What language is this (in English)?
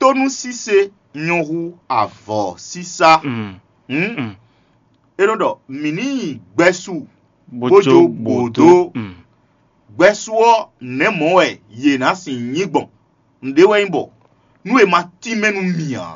Fon